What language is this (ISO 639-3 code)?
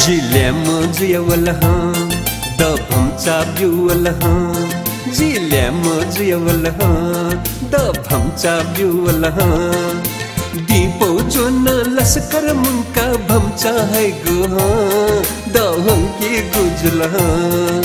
new